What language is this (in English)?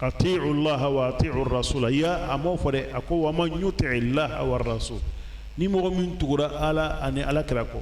Bambara